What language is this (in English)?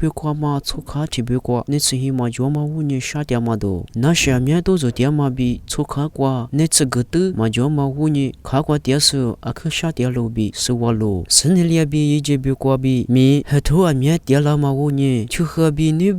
Lisu